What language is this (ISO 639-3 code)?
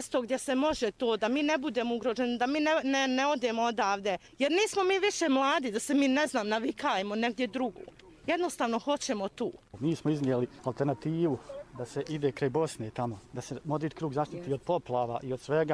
srp